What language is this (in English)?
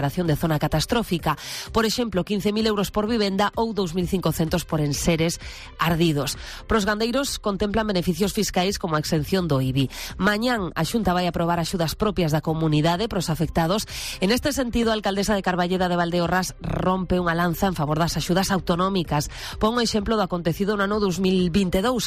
Galician